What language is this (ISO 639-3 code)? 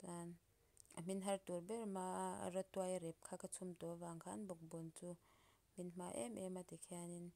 lus